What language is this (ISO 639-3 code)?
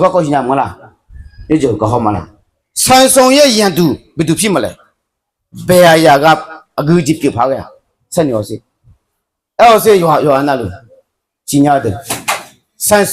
ahk